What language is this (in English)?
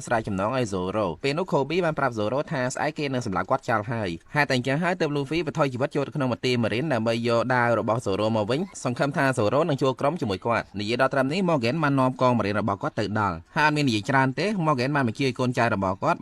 Khmer